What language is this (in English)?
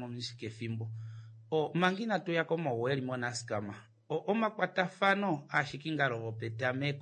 Kuanyama